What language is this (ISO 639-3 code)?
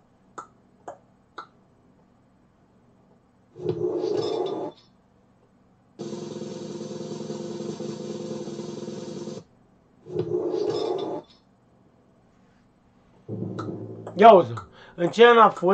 ron